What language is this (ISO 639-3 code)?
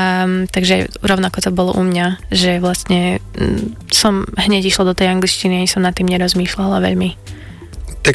slk